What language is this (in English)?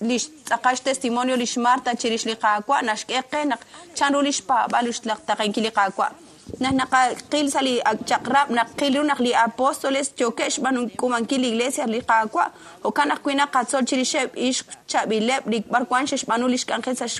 Kekchí